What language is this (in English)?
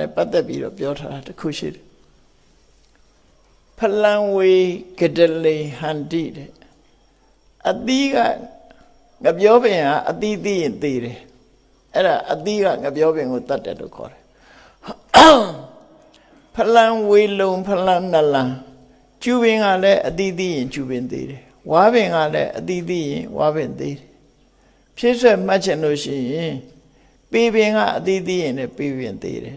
Burmese